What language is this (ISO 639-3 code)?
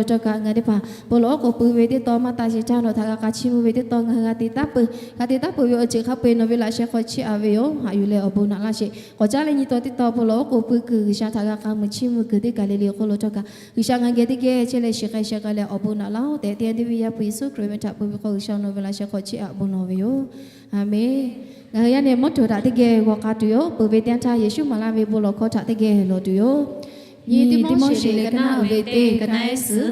lhu